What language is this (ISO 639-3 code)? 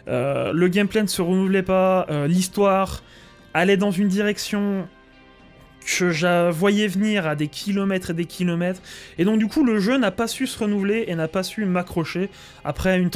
fra